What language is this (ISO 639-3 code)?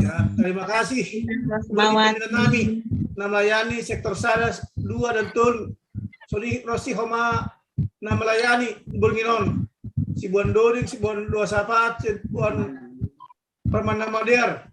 bts